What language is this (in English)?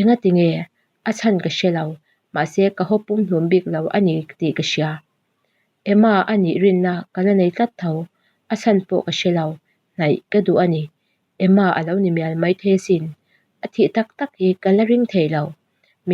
Mizo